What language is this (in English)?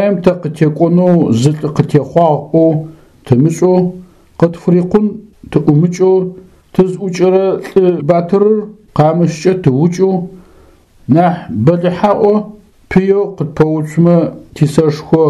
Adyghe